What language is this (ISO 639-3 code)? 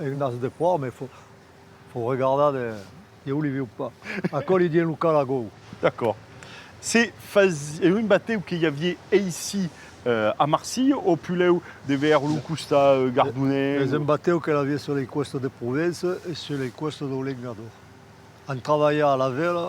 oci